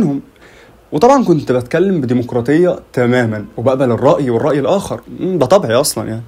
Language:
Egyptian Arabic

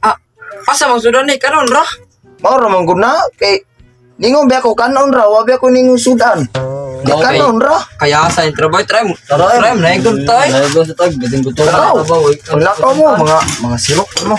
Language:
Cebuano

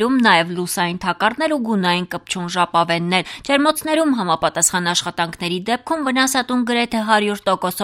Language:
Armenian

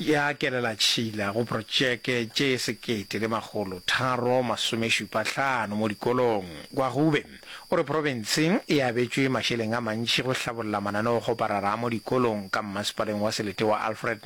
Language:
Northern Sotho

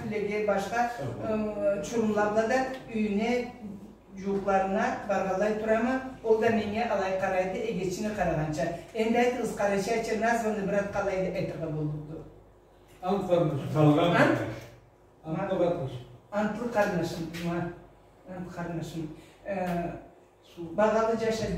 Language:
Karachay-Balkar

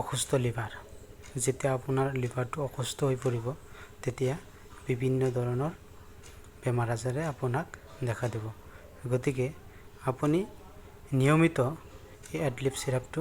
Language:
Assamese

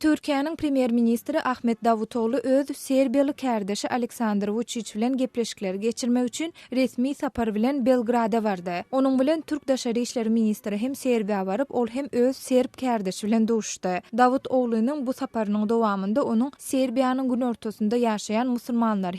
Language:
Turkmen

